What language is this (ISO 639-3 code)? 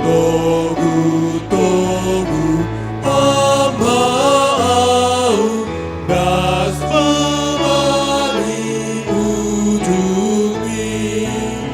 bts